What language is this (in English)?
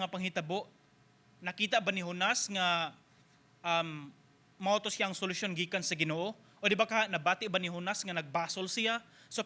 Cebuano